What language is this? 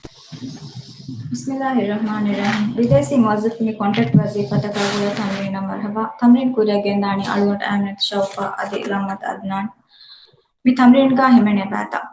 Divehi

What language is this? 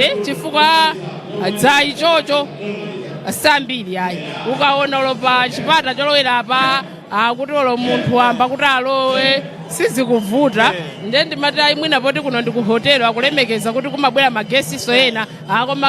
Nyanja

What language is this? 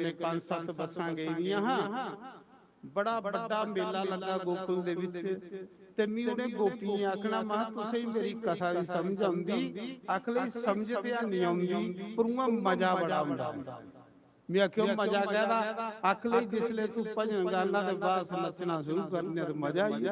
Dogri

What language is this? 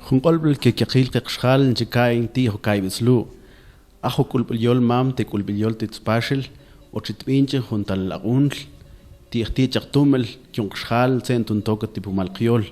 Mam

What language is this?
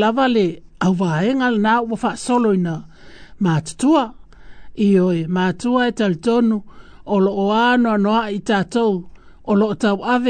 Samoan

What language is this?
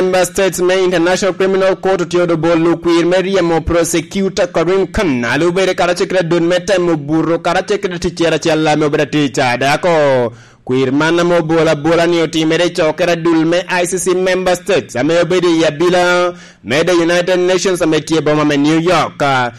Lango (Uganda)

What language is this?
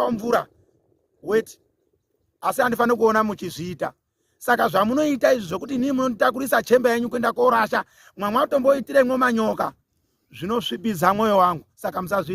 Shona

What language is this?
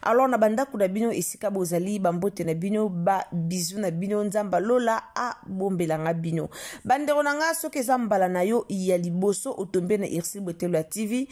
Lingala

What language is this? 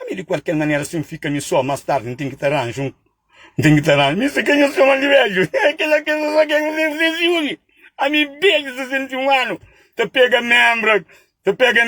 Kabuverdianu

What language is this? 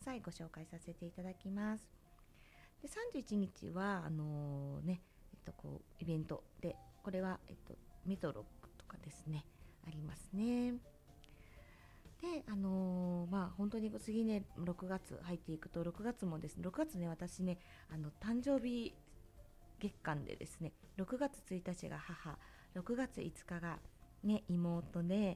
Japanese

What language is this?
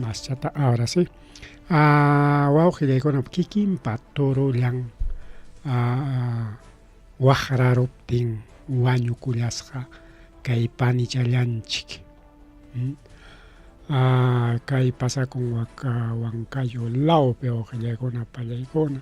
Ayacucho Quechua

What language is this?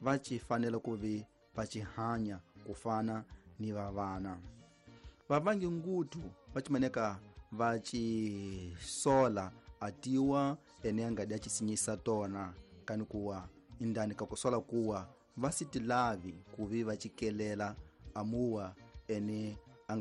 Tsonga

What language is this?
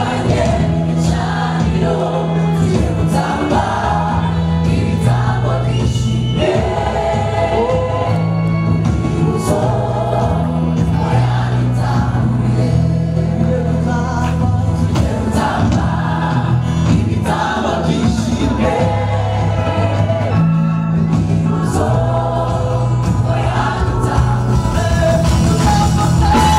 Kinyarwanda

